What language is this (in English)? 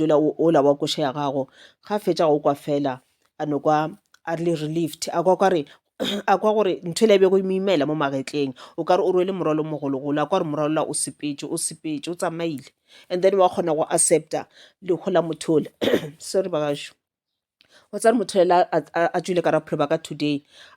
Northern Sotho